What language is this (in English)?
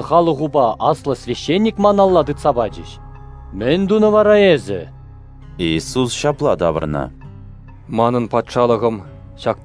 Chuvash